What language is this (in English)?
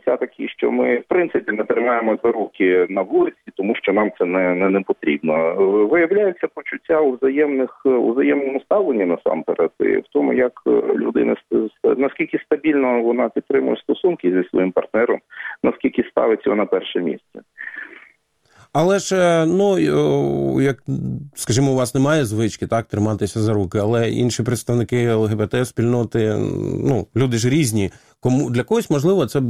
Ukrainian